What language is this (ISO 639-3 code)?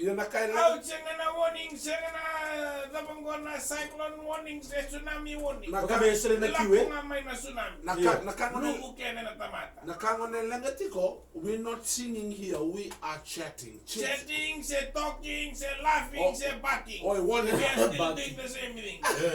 fij